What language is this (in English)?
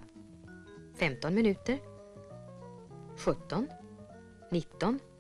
Swedish